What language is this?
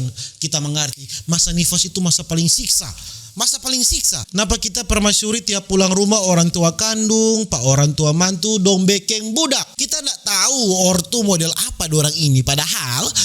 Manado Malay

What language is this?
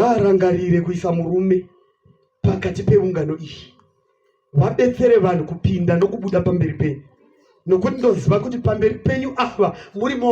Shona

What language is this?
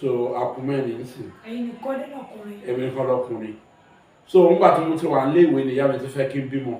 Yoruba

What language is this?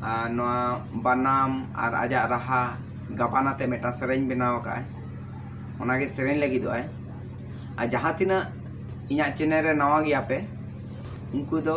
Santali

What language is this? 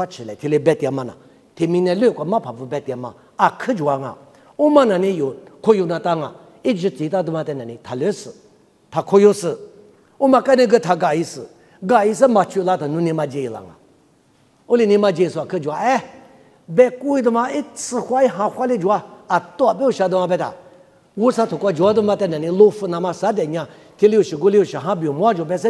Lisu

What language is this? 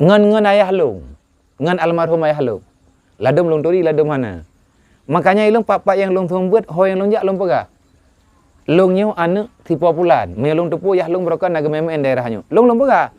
Achinese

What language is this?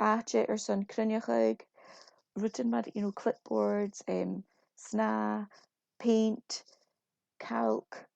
Scottish Gaelic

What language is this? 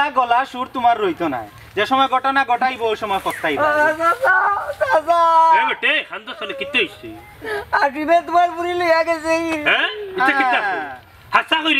Sylheti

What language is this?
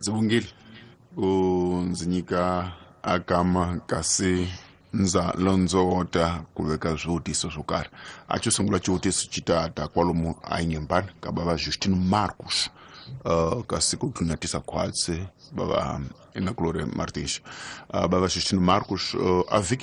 Tsonga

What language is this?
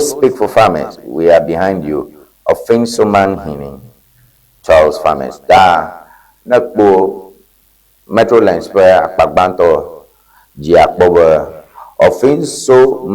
Ewe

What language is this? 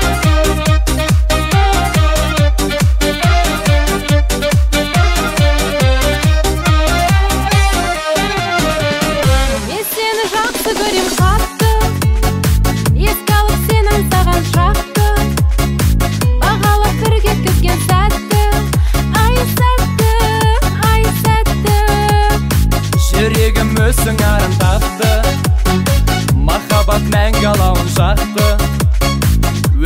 Kazakh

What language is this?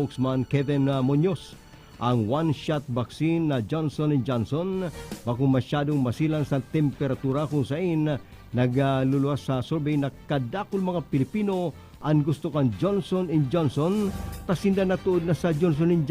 Bikol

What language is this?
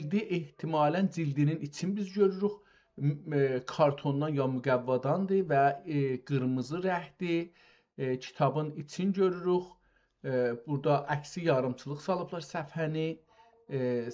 South Azerbaijani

